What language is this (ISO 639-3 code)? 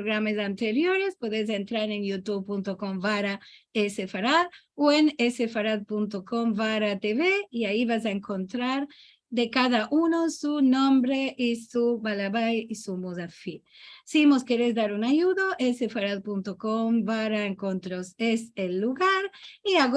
lad